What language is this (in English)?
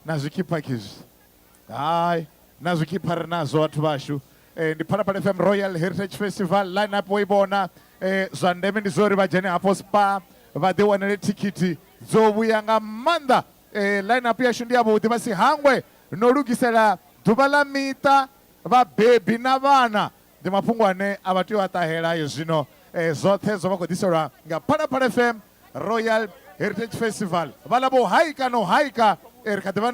Venda